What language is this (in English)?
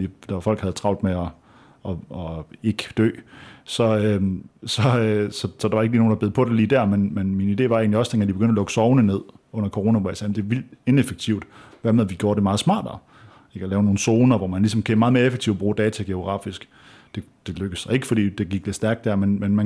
Danish